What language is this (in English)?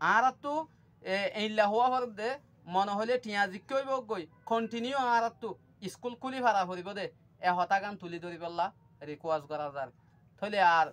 Rohingya